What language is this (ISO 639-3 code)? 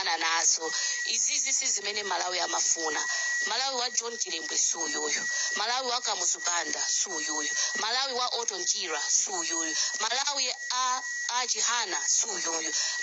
nya